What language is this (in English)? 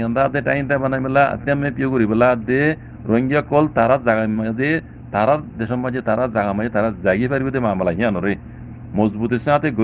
Rohingya